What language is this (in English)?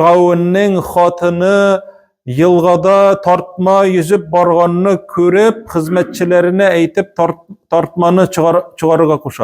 Tatar